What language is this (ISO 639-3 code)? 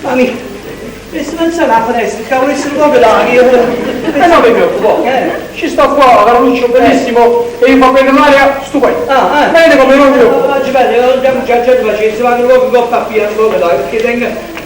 nap